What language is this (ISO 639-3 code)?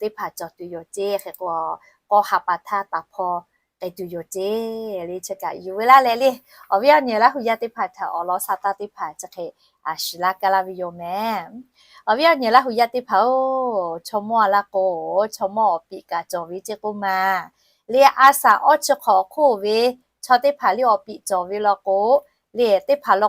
lhu